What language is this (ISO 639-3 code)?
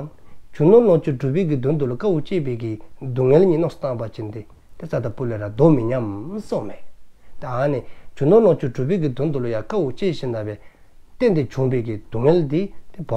dzo